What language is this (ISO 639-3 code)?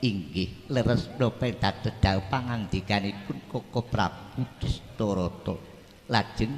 jav